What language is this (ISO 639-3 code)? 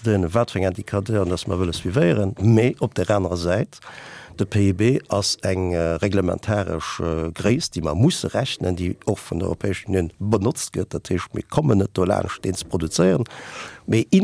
ltz